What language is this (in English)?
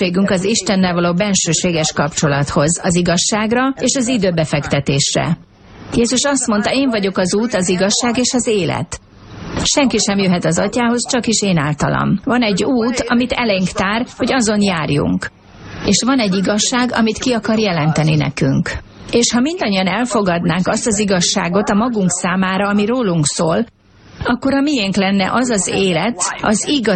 Hungarian